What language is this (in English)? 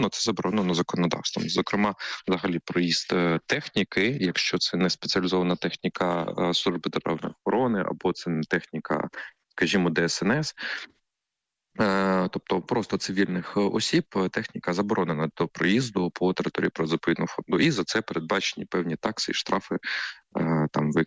Ukrainian